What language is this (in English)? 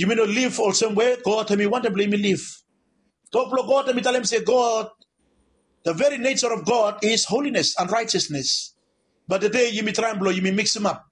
Bislama